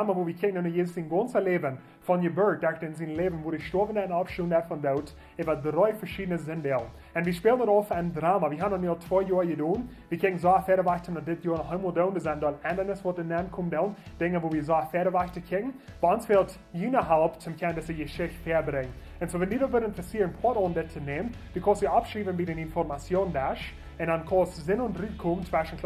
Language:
Plautdietsch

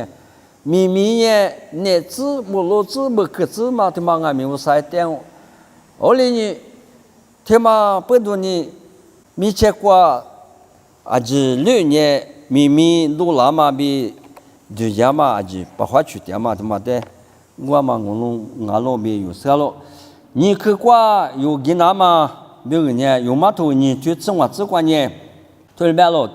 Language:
Lisu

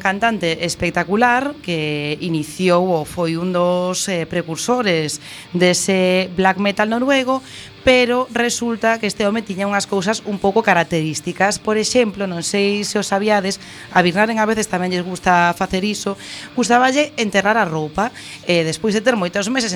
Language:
Galician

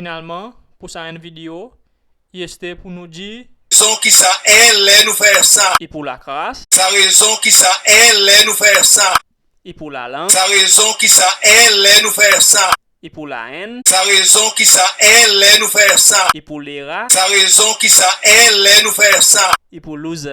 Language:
Seselwa Creole French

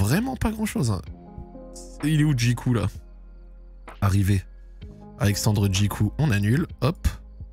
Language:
French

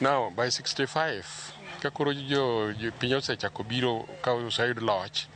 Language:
Luo (Kenya and Tanzania)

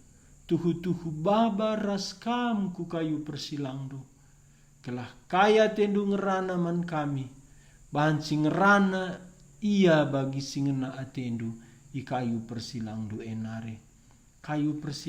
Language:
Batak Karo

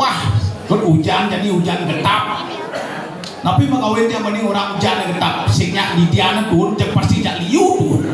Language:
Balinese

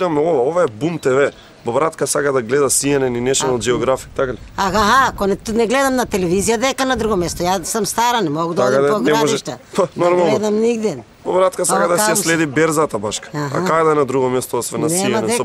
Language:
Macedonian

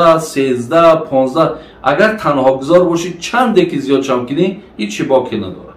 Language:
Tajik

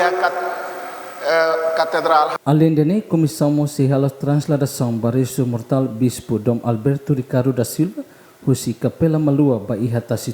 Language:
Tetum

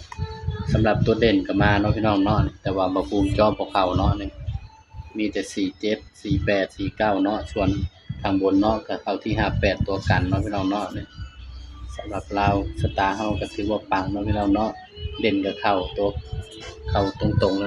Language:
Northeastern Thai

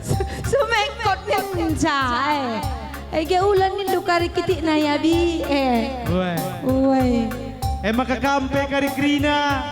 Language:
Batak Karo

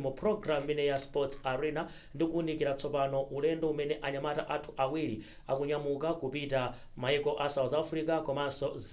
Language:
Nyanja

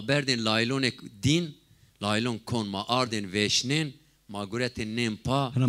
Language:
Zaza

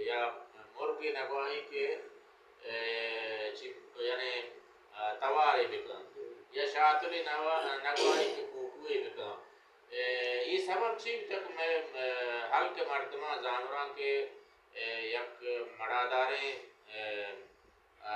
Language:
Baluchi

